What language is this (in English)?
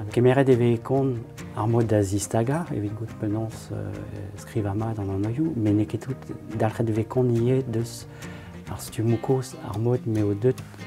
Breton